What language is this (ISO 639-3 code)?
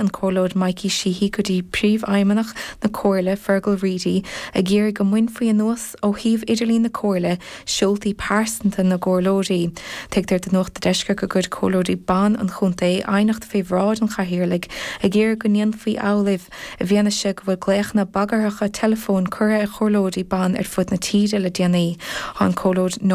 gle